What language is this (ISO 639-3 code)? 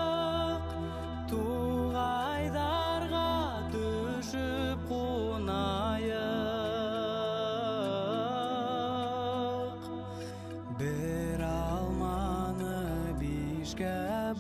bak